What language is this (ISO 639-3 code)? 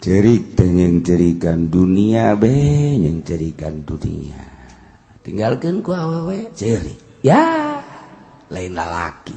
sun